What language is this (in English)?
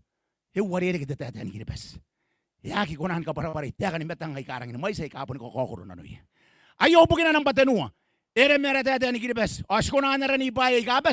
Gilbertese